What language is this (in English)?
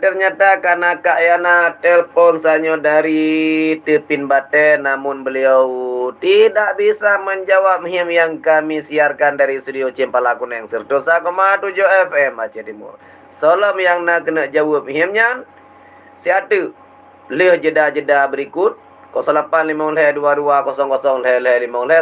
Achinese